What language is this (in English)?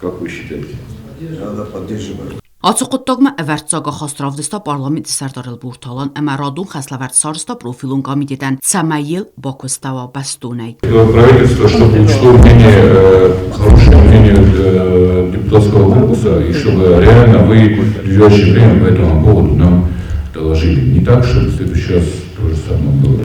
Ossetic